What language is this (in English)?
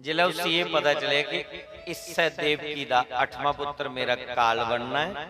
Dogri